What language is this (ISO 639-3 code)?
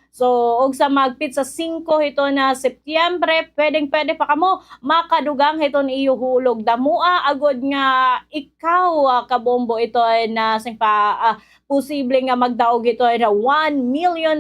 war